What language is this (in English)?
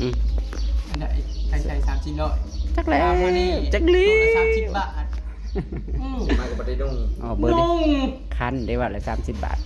Northeastern Thai